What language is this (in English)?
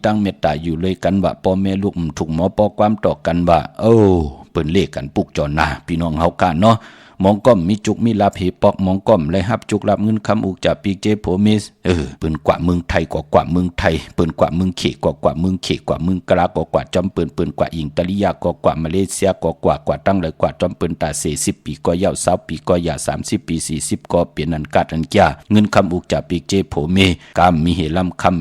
Shan